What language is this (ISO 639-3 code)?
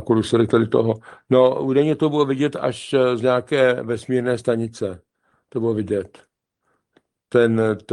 ces